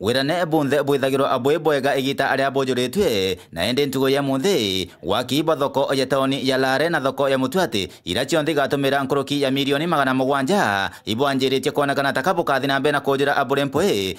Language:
Meru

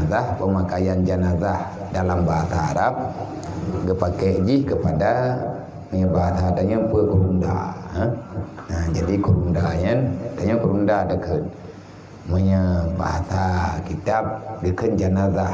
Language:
Achinese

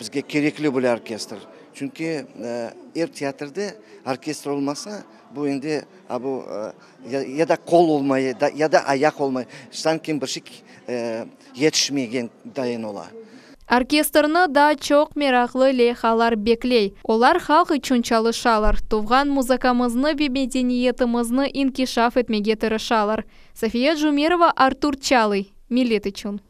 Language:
Crimean Tatar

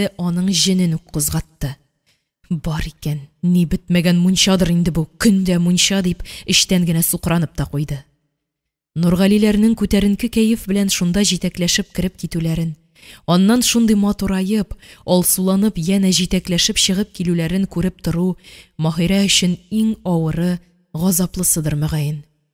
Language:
Tatar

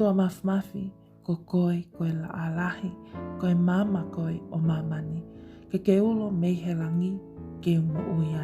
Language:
Tongan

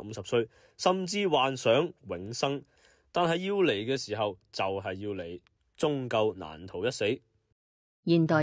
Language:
Cantonese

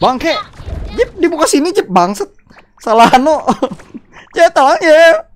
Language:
Banjar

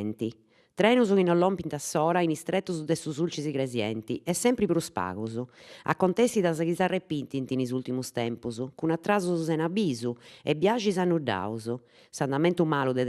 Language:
Sardinian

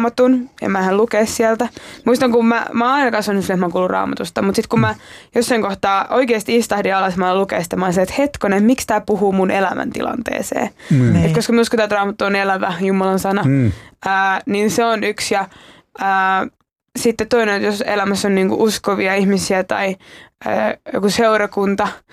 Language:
Finnish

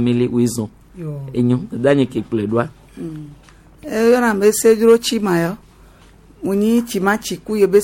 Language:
Gen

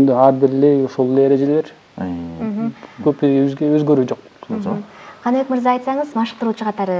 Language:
Kyrgyz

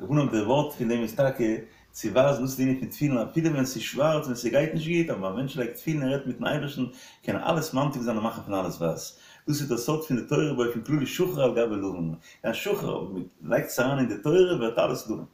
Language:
Yiddish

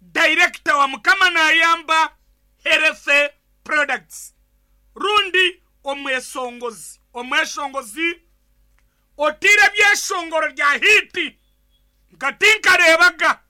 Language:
Nyankole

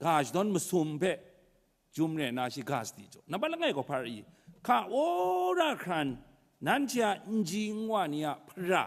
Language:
Kachin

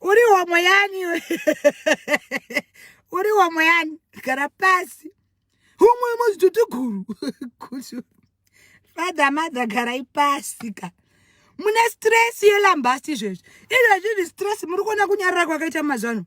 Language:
Shona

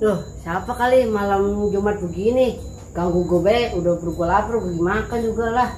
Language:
Betawi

